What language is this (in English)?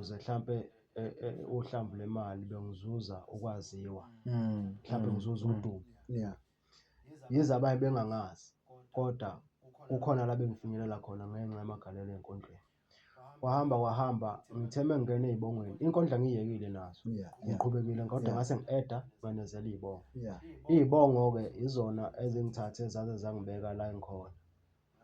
Zulu